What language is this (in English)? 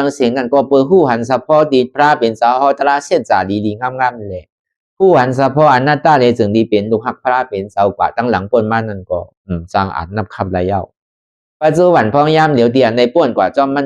Shan